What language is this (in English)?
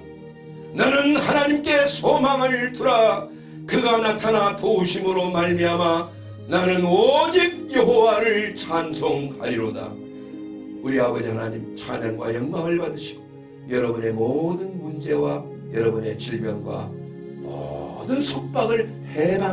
Korean